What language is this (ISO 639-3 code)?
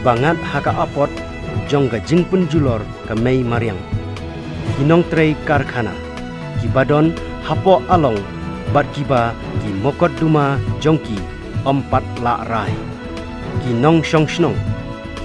kha